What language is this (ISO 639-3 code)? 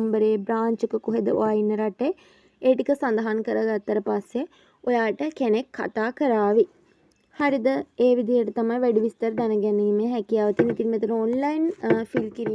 sin